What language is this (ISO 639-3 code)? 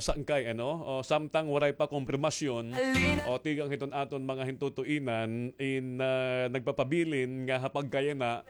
war